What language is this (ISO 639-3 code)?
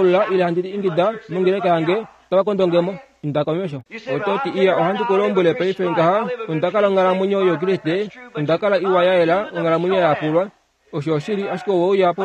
kua